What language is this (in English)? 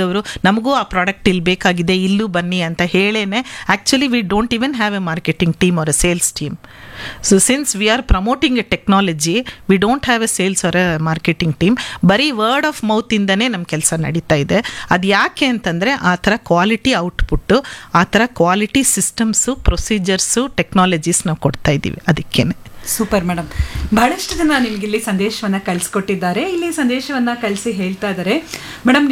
Kannada